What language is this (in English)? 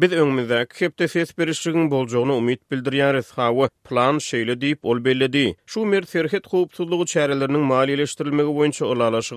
Turkmen